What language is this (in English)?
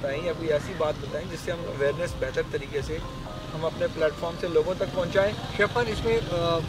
Urdu